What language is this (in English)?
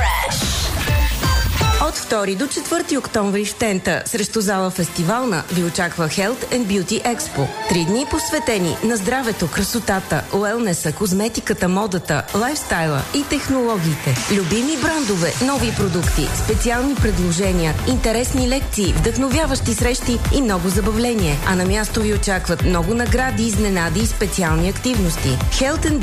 Bulgarian